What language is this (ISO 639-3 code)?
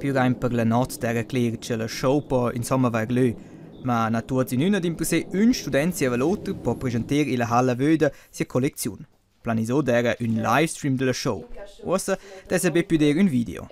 roh